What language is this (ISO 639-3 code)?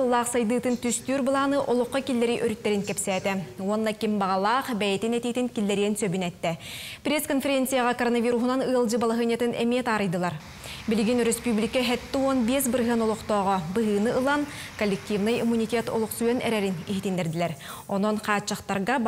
sah